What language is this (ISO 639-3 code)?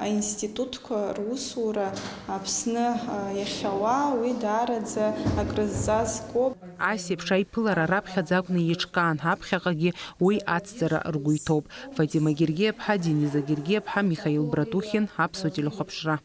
abk